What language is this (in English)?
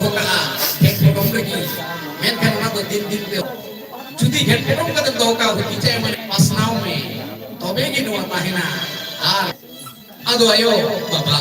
Santali